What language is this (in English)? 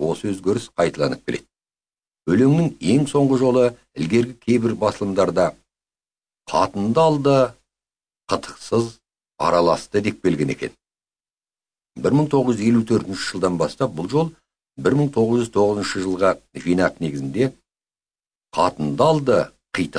Kazakh